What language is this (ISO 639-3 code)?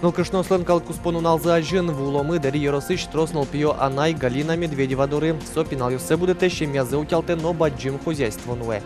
udm